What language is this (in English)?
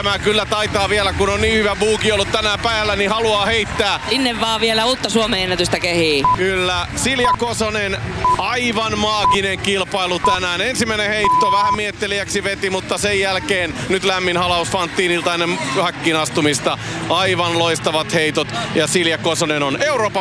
Finnish